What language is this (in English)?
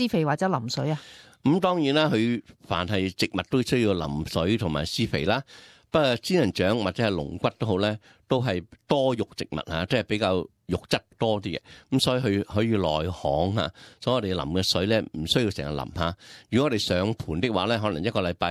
Cantonese